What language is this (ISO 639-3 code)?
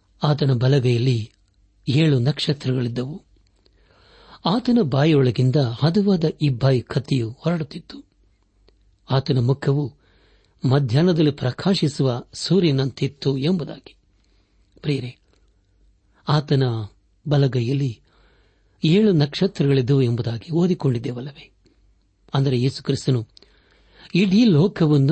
kan